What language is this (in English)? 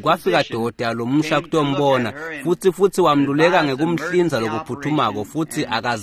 Swati